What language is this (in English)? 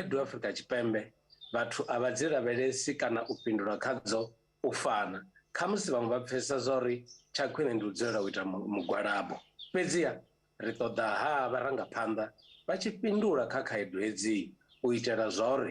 Venda